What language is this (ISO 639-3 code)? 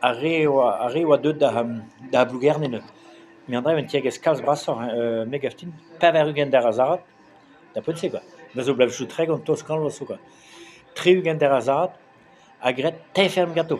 bre